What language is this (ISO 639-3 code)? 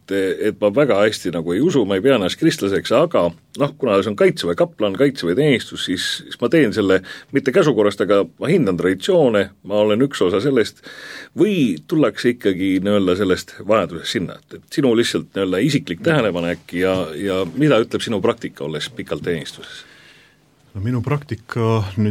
est